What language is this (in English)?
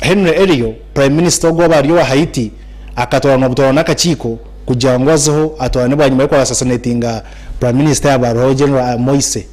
Nyankole